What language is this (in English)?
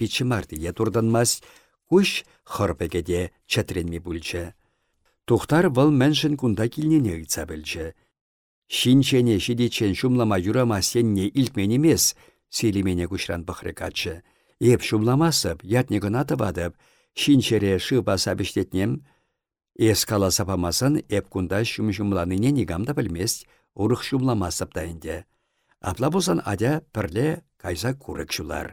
Chuvash